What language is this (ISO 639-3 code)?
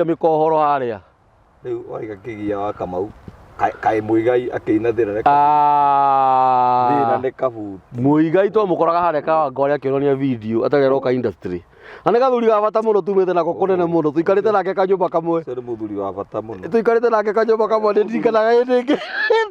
kik